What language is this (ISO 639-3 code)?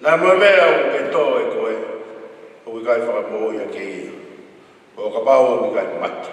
ton